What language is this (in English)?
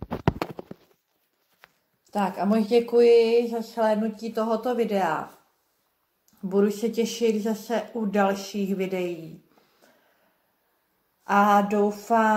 Czech